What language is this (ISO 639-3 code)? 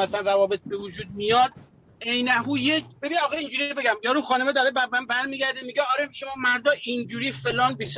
fas